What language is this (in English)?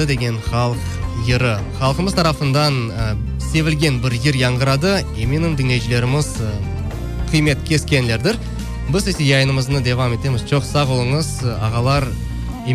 Crimean Tatar